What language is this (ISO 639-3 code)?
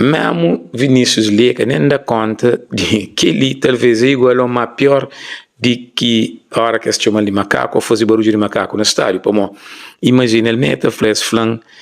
kea